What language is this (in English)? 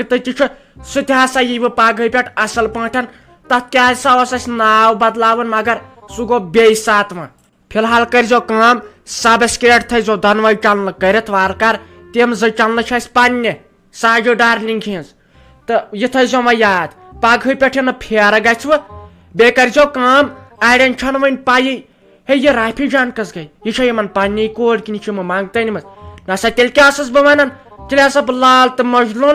Kashmiri